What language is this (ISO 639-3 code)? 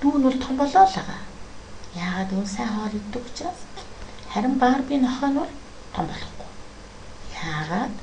mon